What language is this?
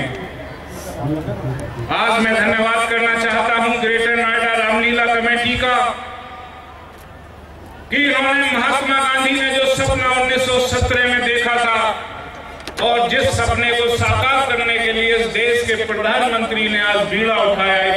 Hindi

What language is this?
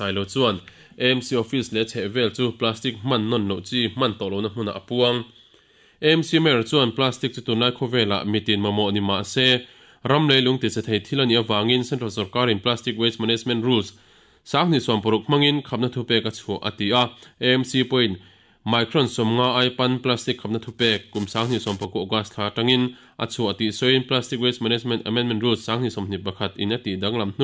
Mizo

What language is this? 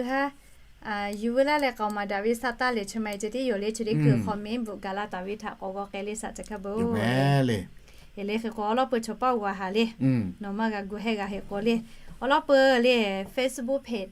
Lahu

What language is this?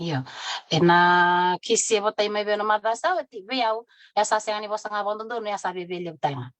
Fijian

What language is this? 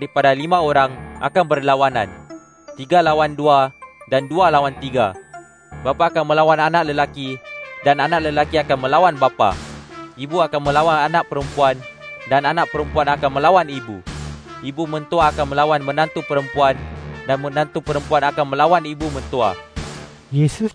Malay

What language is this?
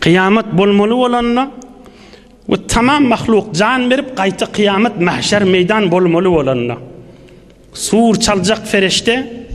Turkmen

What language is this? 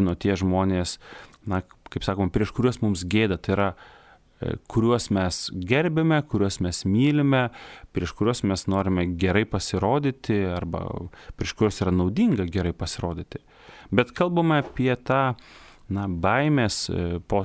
Lithuanian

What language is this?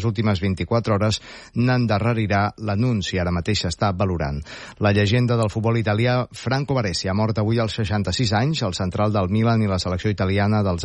Catalan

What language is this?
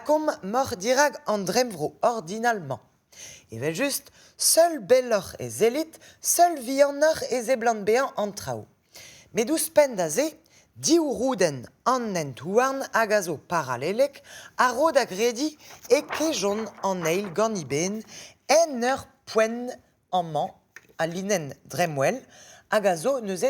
Breton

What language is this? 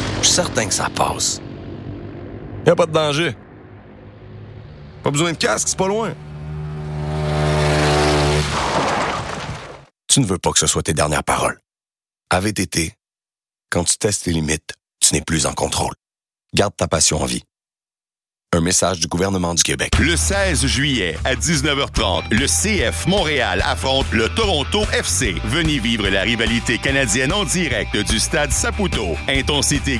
French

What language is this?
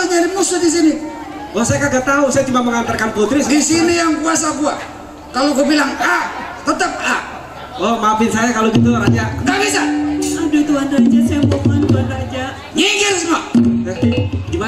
Betawi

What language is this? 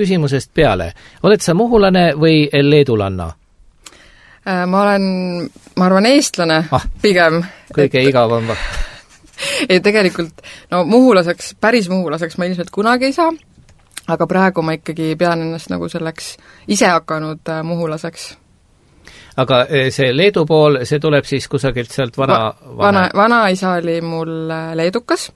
Estonian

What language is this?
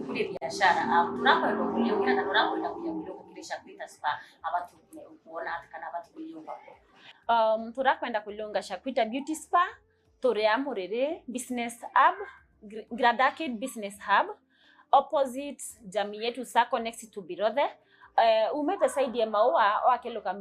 Meru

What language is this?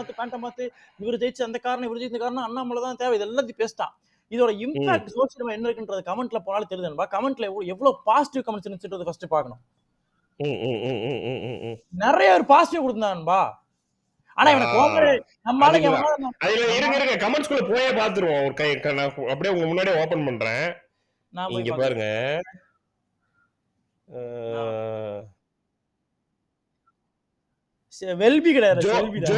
Tamil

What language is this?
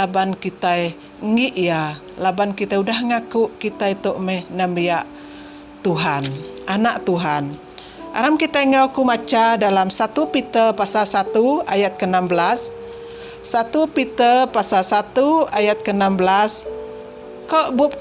Iban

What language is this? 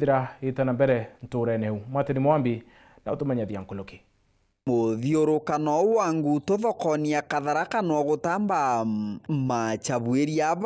Meru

